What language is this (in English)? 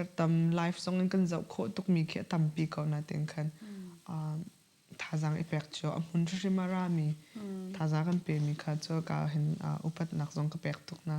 Hakha Chin